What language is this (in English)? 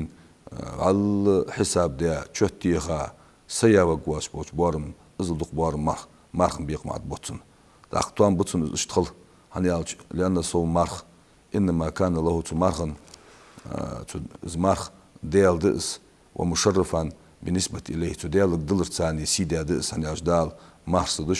Ingush